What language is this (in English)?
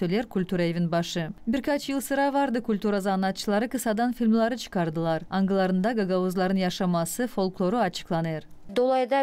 Gagauz